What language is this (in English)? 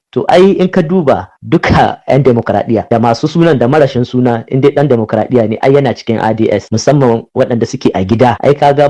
Hausa